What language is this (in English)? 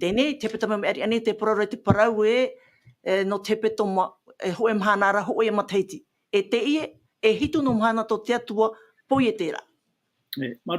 Tahitian